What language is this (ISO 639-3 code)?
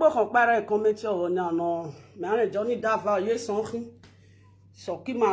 pcm